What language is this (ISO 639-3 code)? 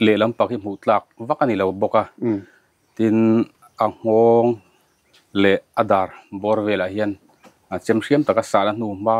lus